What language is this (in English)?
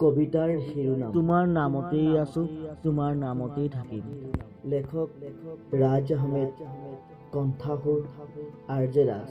Assamese